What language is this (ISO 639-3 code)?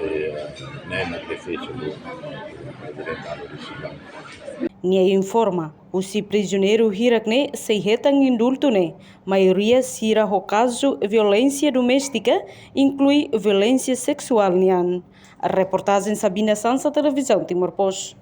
tet